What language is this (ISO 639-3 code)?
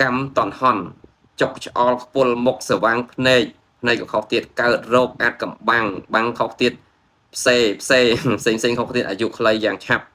khm